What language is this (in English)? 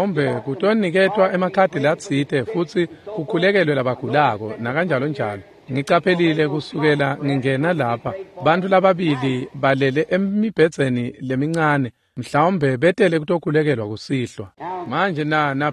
Swati